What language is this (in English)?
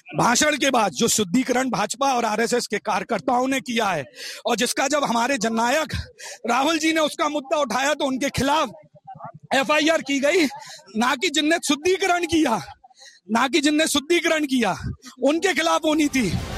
Hindi